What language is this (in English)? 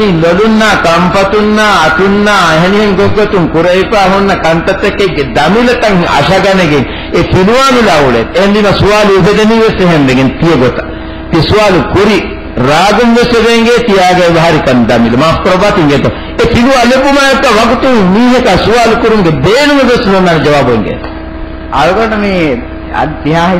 Divehi